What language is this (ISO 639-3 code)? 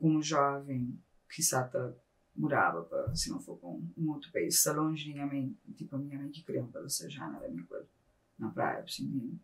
kea